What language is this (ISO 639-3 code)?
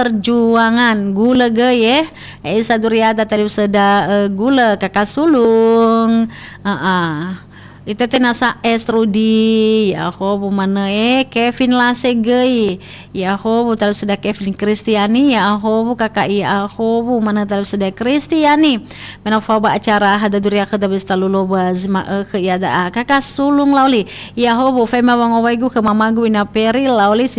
nia